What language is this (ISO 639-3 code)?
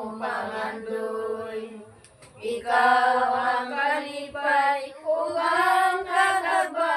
ceb